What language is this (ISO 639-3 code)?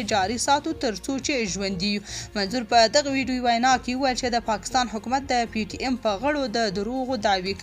pus